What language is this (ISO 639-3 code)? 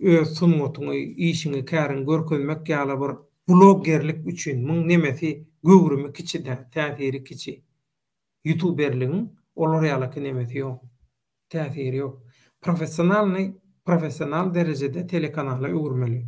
tuk